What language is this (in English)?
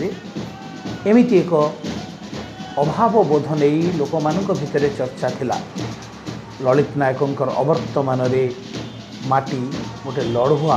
Odia